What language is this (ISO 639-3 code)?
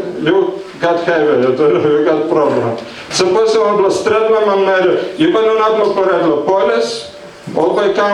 tpi